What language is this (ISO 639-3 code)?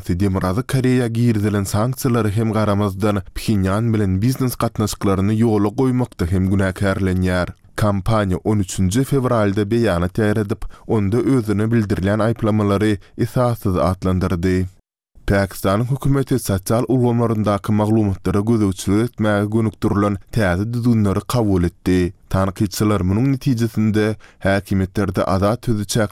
tuk